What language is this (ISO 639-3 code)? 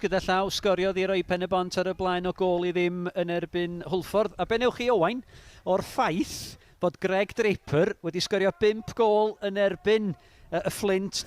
cym